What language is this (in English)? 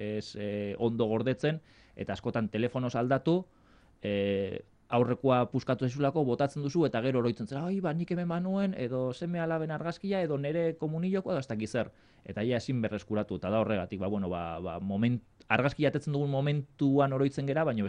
Basque